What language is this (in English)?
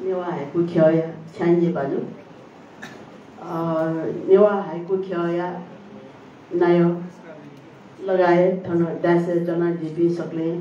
Newari